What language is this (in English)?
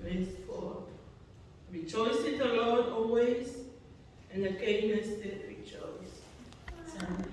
Tongan